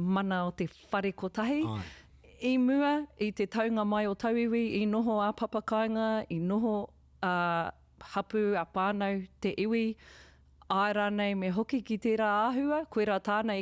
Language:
Māori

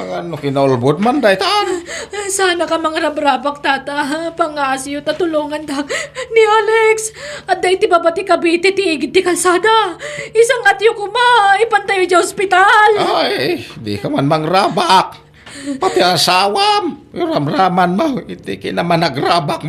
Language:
Iloko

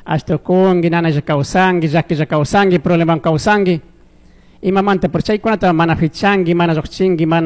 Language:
Chimborazo Highland Quichua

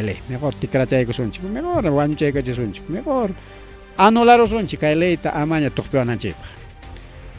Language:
Ayacucho Quechua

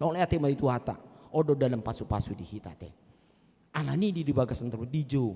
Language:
Batak Toba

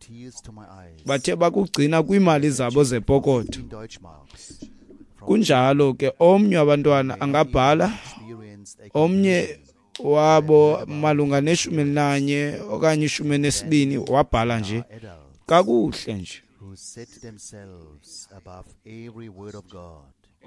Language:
Xhosa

